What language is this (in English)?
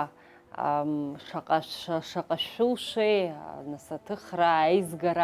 Abkhazian